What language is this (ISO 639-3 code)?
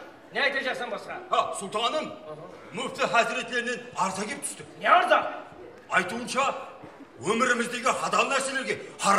kaa